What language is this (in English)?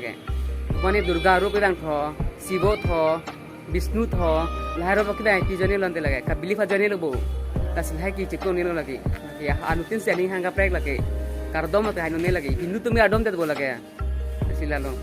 Karbi